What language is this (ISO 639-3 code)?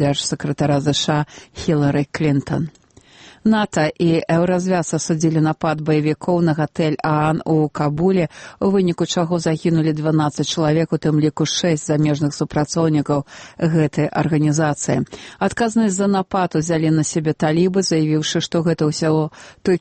bel